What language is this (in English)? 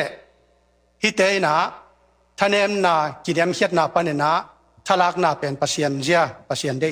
Tedim Chin